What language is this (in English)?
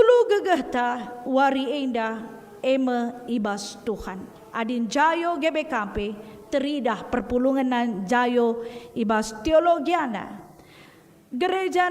Batak Karo